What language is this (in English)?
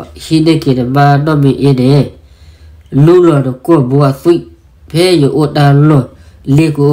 S'gaw Karen